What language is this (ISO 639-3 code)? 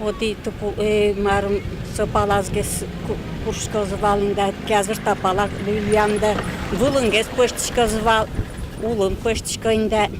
udm